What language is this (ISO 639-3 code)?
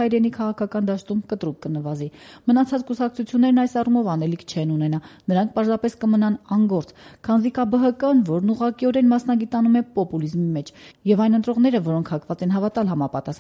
hye